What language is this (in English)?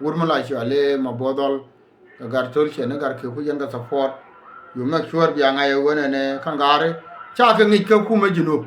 Nuer